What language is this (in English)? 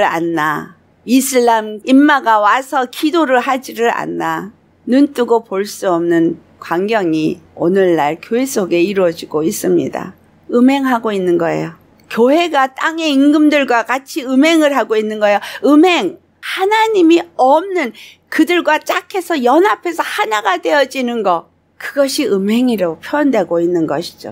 Korean